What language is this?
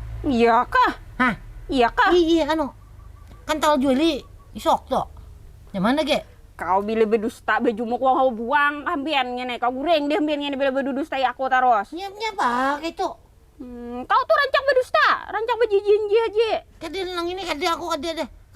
Banjar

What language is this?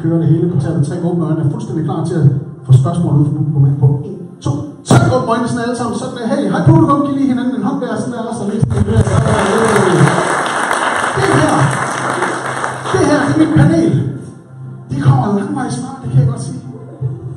Danish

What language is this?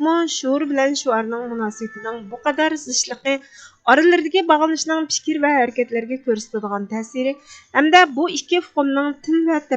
Uyghur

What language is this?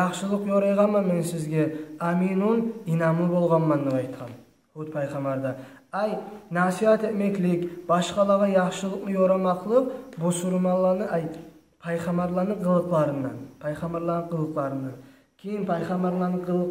Kumyk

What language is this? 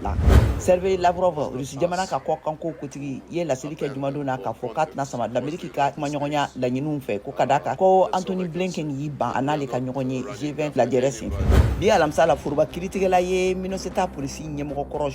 Bambara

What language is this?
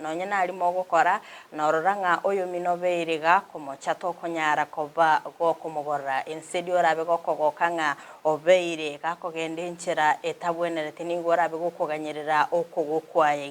Gusii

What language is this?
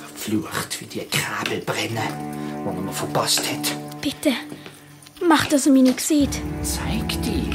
Swiss German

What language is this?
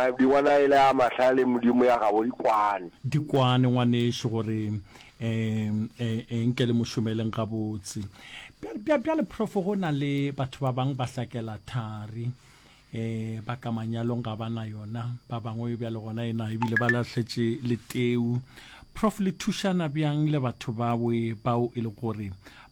Northern Sotho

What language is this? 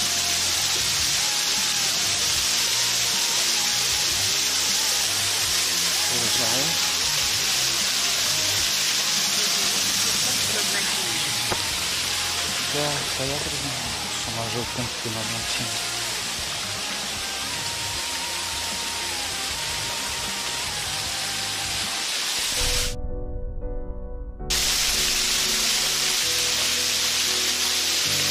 Ukrainian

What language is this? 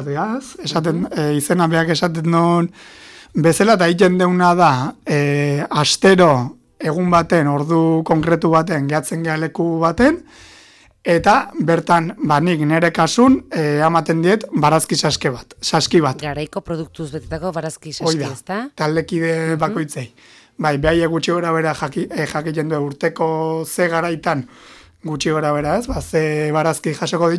Basque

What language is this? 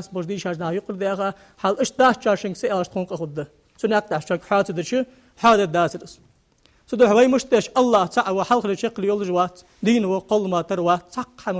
Ingush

